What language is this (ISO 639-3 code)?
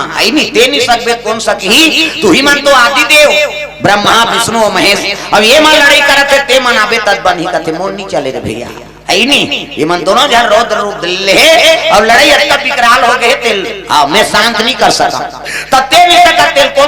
hne